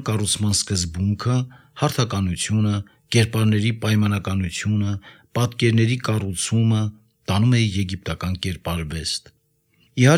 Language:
Armenian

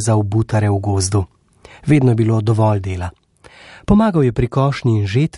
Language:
Slovenian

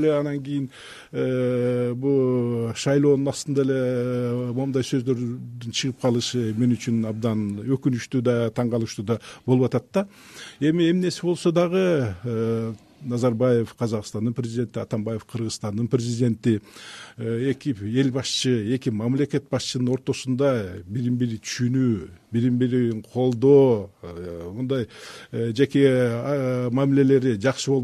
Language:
Kyrgyz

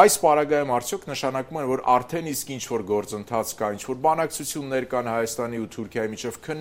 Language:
Armenian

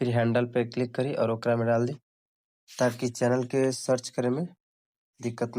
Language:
Bhojpuri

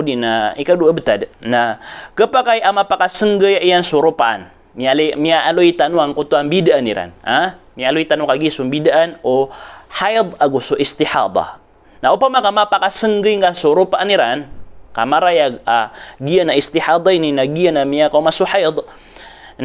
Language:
Maranao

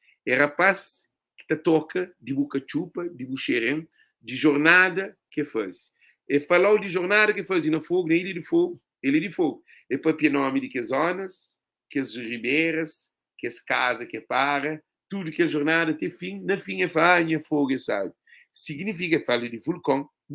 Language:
Kabuverdianu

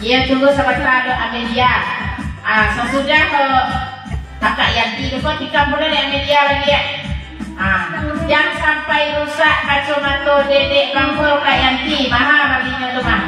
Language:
Minangkabau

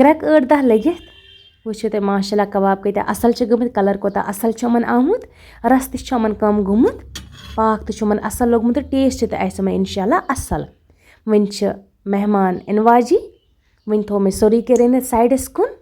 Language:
Kashmiri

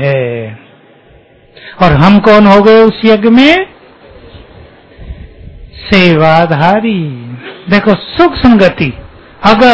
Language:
Hindi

